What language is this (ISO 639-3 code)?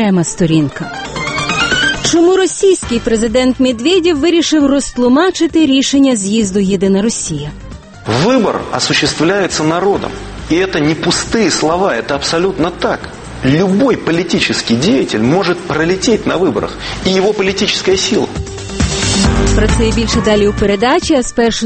ukr